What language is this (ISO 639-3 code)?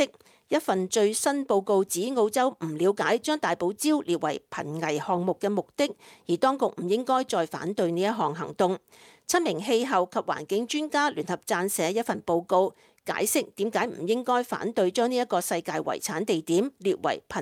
yue